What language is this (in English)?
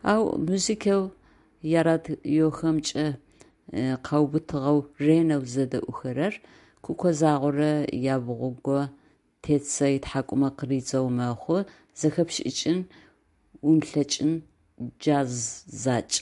Adyghe